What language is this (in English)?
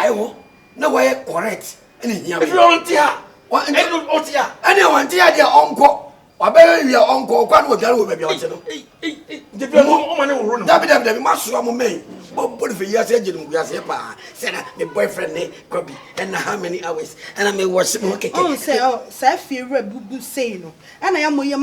Akan